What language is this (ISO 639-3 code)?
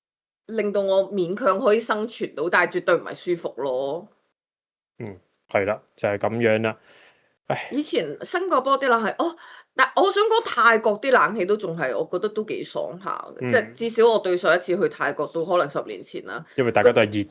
yue